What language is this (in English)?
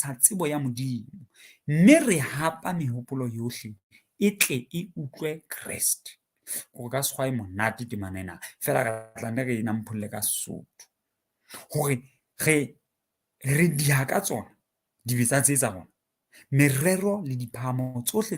Southern Sotho